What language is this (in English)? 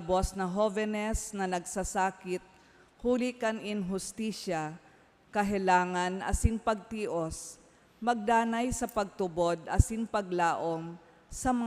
Bikol